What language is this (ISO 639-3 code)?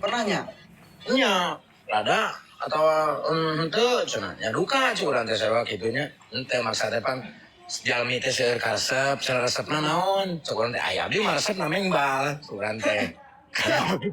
sun